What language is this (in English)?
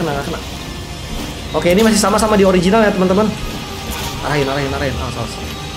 Indonesian